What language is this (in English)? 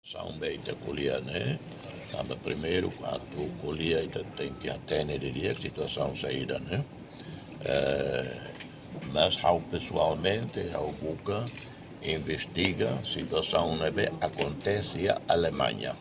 Tetum